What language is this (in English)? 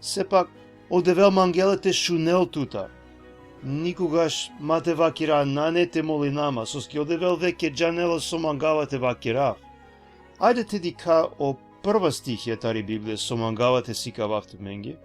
Balkan Romani